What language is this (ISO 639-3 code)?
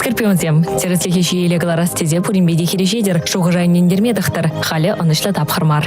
chv